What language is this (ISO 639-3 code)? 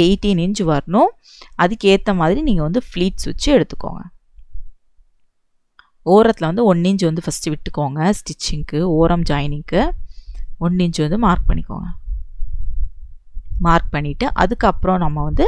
tam